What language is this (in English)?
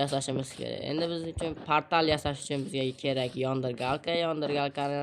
Uzbek